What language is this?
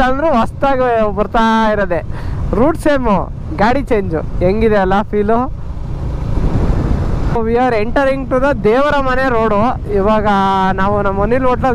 Kannada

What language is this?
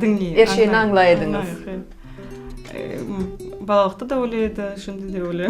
Crimean Tatar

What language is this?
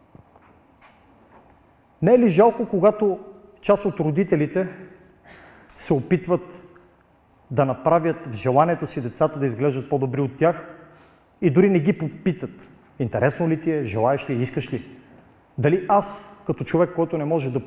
Bulgarian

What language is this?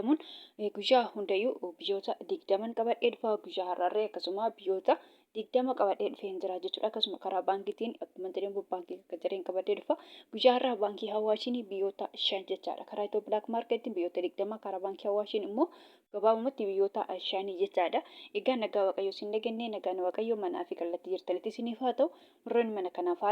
Oromo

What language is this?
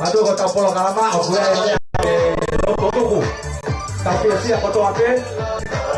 Tongan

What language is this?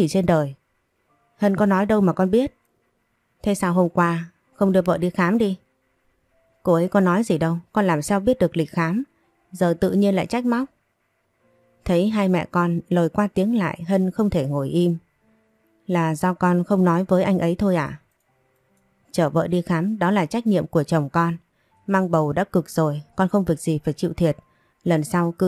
Vietnamese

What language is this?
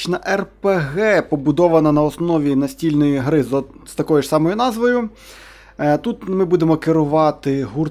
Ukrainian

